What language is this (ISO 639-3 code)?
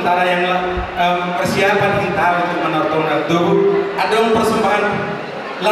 bbc